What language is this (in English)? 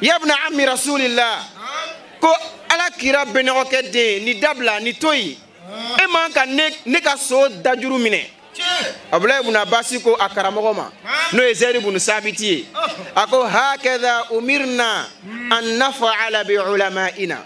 Bambara